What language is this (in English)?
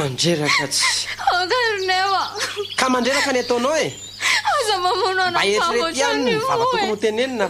Malagasy